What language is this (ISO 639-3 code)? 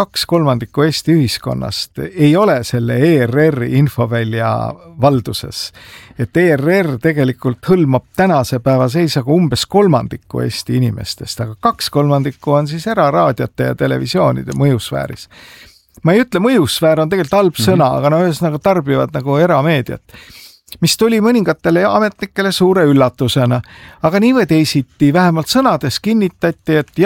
est